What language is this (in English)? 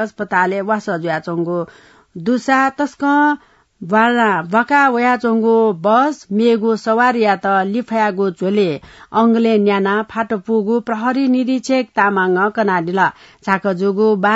Newari